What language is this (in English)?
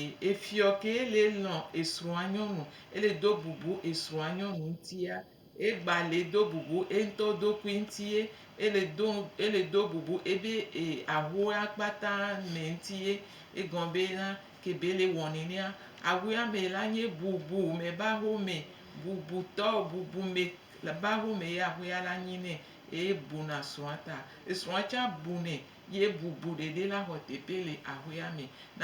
Gen